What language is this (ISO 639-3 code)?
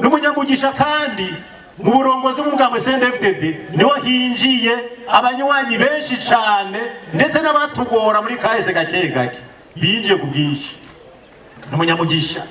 run